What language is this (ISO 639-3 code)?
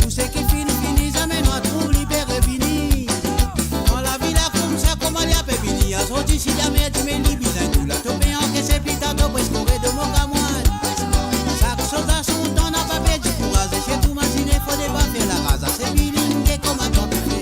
mfe